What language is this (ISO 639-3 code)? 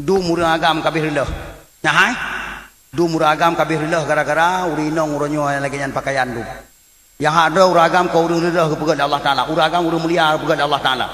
ace